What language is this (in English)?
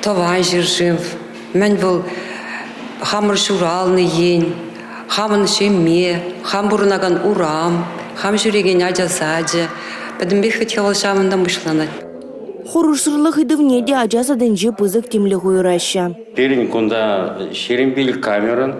Chuvash